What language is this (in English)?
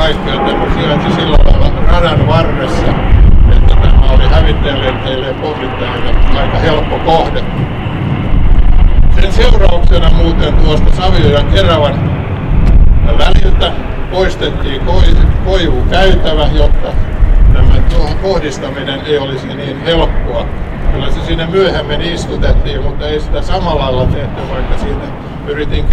Finnish